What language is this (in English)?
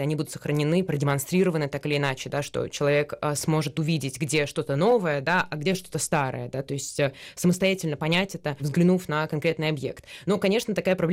Russian